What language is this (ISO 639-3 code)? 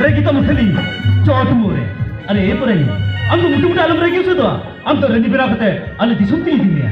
sat